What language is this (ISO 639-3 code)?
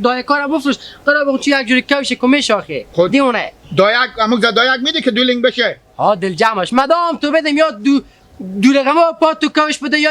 haz